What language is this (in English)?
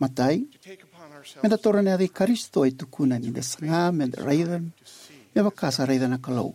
Fijian